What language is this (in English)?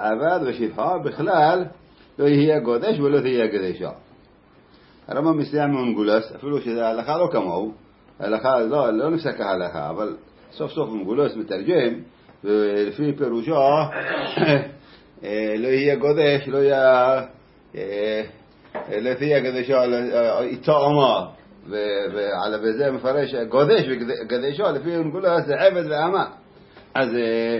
Hebrew